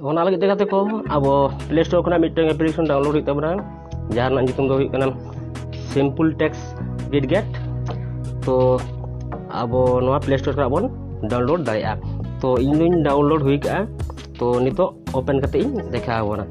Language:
Santali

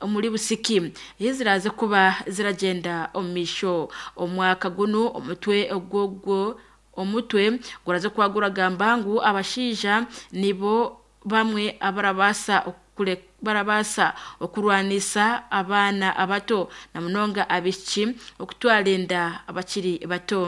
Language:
Nyankole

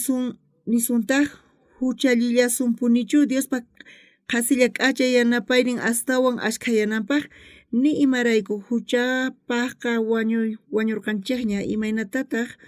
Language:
South Bolivian Quechua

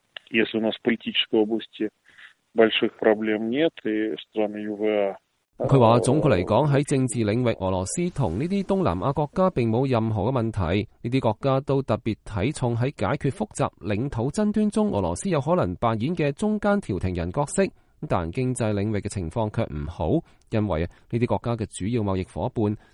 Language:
Cantonese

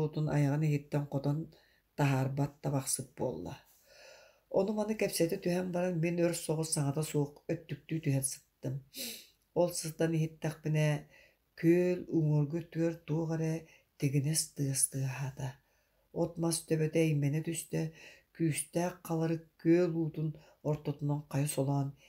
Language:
Yakut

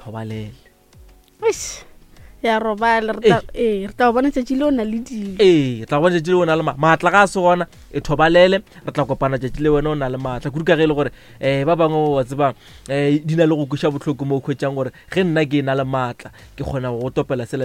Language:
Northern Sotho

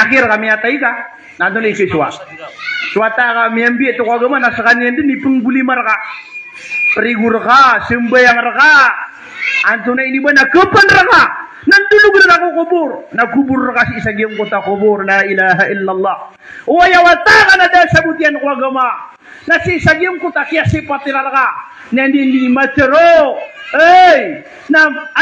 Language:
Maranao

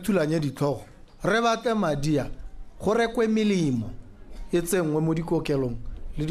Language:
Tswana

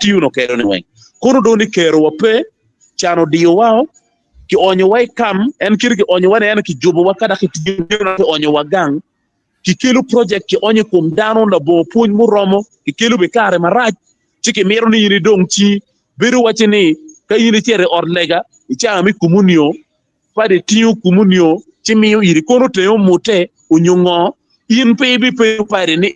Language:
Acoli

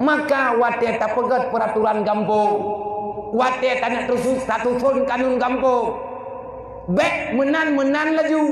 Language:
Achinese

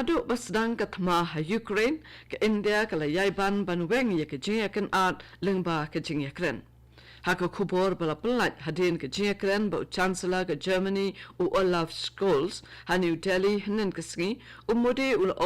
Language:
Khasi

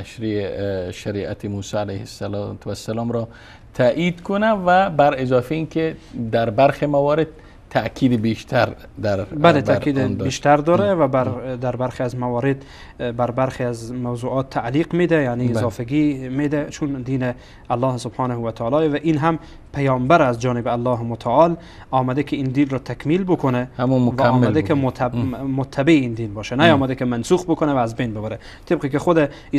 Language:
Persian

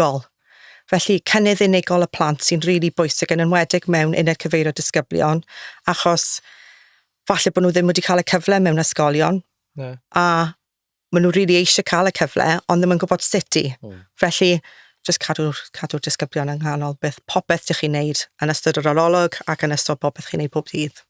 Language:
Welsh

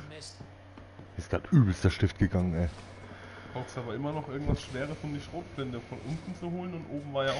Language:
German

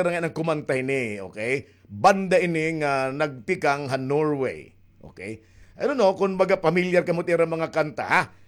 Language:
Waray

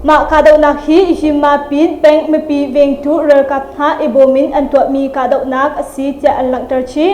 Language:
Hakha Chin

